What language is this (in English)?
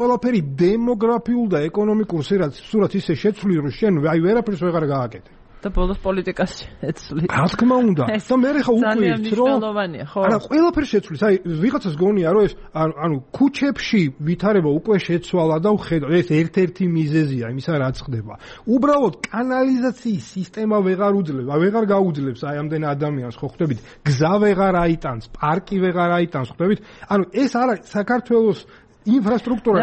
Georgian